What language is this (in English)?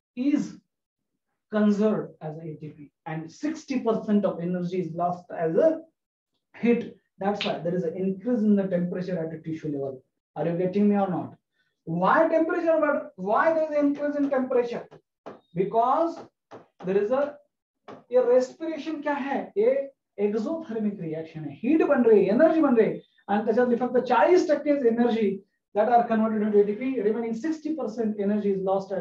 Marathi